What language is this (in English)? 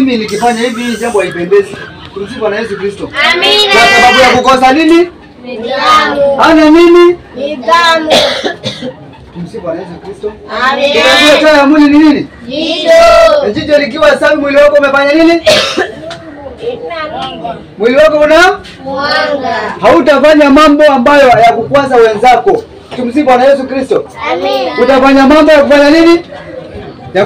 Swahili